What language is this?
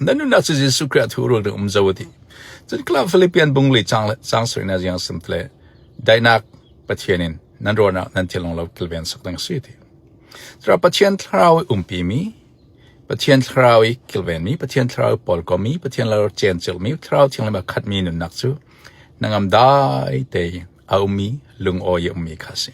Falam Chin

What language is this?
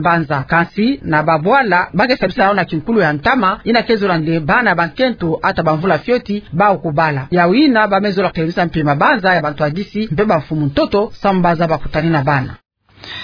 Kituba (Democratic Republic of Congo)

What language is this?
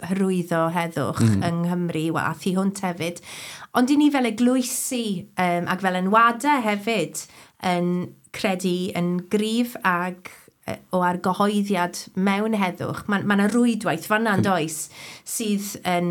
Welsh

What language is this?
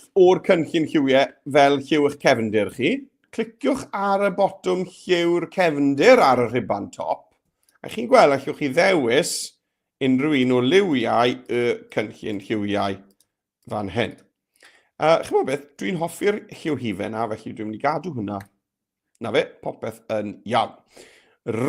Welsh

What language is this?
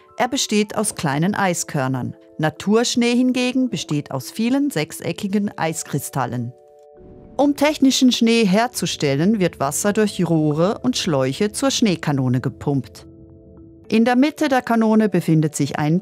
Swiss German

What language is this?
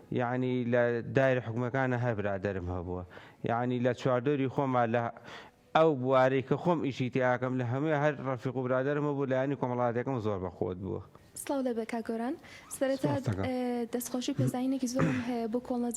Central Kurdish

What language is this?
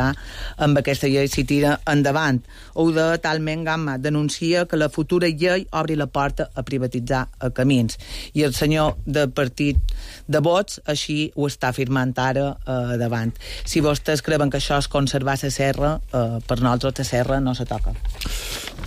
Catalan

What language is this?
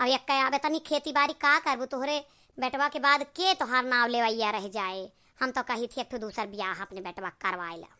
Awadhi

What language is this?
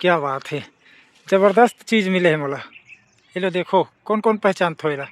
Chhattisgarhi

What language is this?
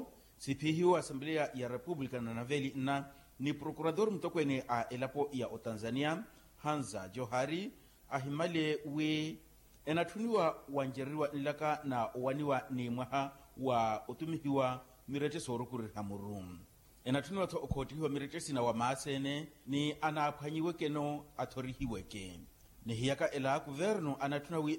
Makhuwa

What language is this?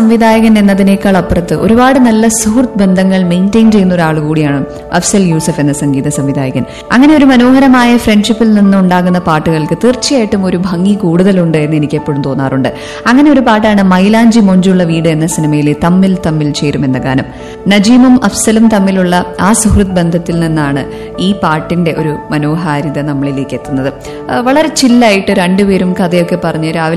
Malayalam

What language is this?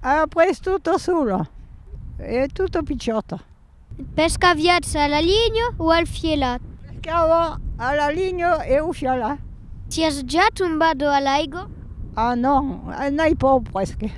Occitan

